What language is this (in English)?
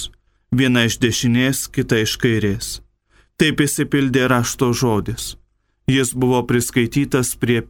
Lithuanian